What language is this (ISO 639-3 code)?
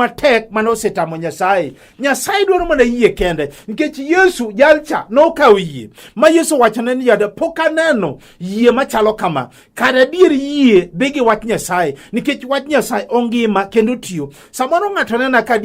luo